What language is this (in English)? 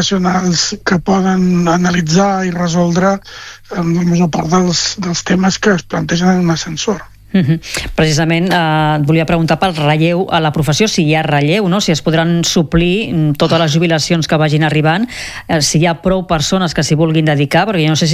Catalan